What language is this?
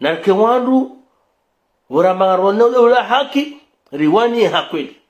Ngazidja Comorian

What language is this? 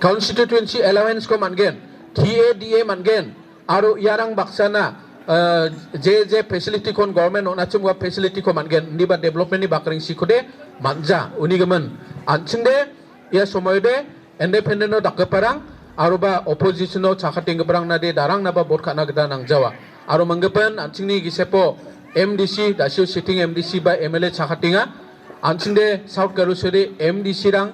Garo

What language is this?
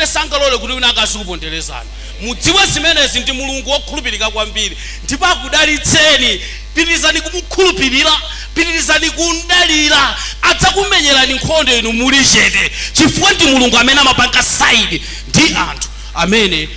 Nyanja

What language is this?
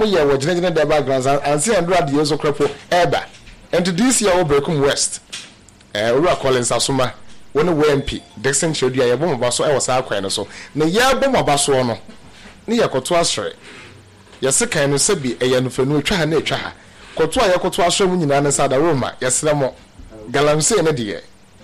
Akan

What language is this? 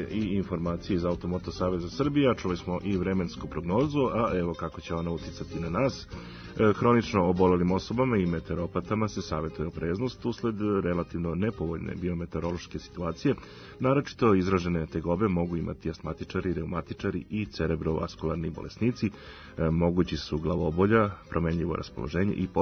Serbian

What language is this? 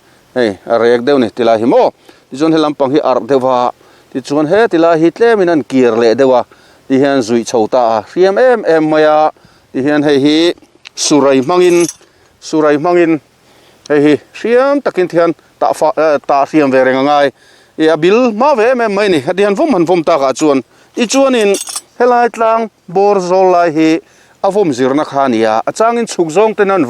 Mizo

